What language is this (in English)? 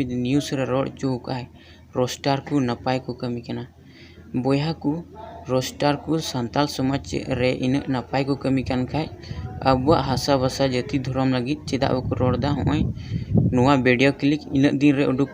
Santali